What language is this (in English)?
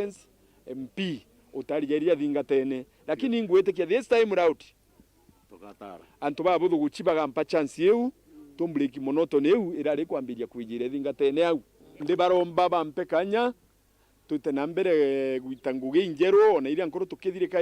Meru